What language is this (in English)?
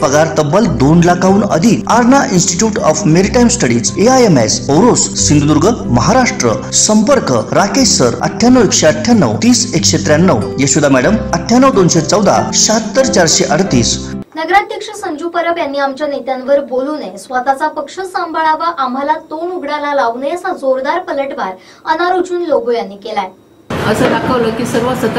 Marathi